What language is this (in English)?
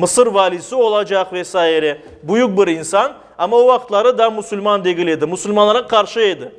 Crimean Tatar